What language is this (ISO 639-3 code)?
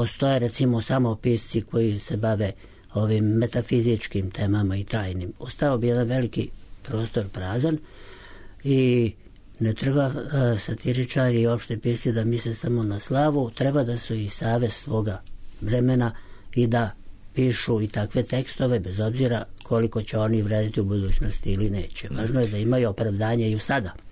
srp